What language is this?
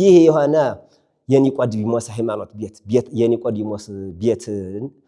Amharic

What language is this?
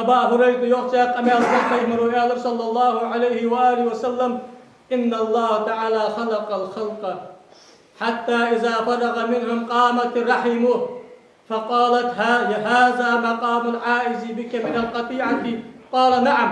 Ingush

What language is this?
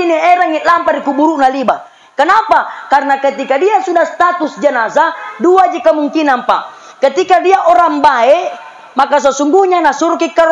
Makasar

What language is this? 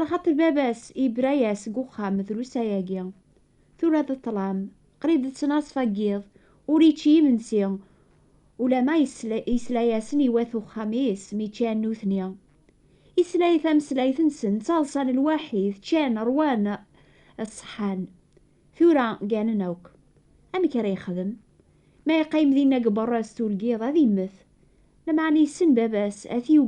Kabyle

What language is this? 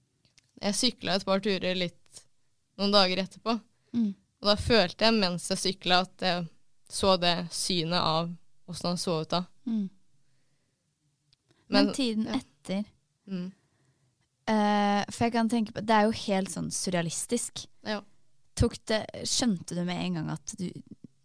Norwegian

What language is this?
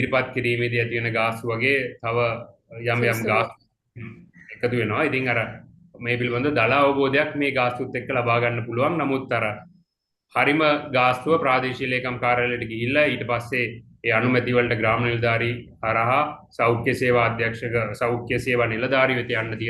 Sinhala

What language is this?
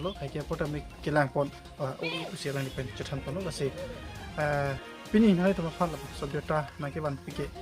Karbi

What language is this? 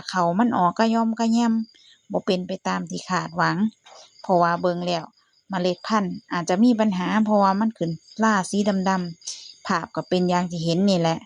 Lao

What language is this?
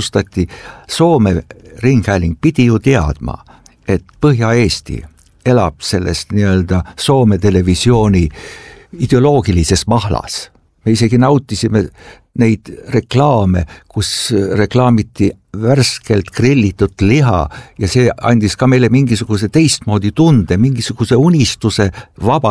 Estonian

